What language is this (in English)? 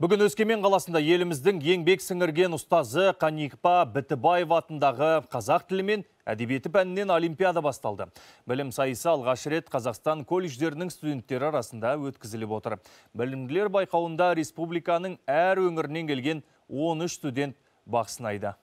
Kazakh